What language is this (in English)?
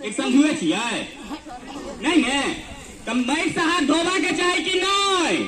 Maithili